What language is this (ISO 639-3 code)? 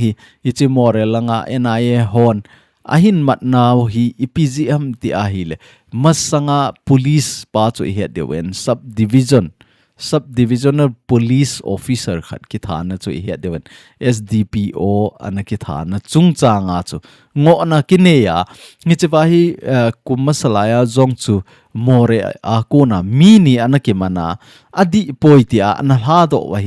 tcz